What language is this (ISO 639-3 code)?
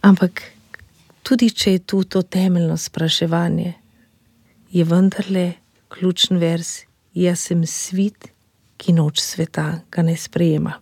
slv